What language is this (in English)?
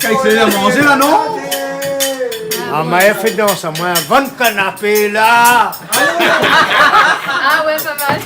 Réunion Creole French